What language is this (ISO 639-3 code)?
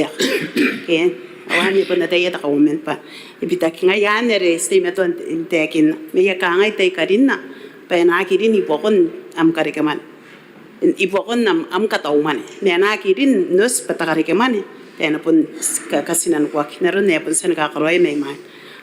gil